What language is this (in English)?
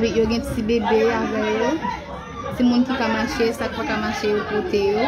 Haitian Creole